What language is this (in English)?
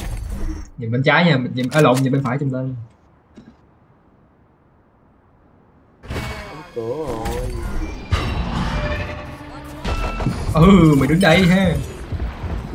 Vietnamese